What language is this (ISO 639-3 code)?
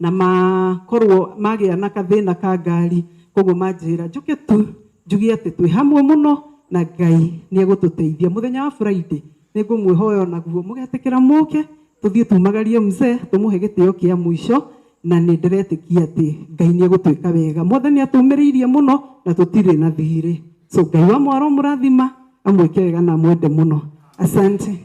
kik